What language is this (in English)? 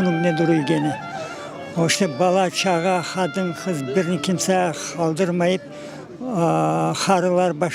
Crimean Tatar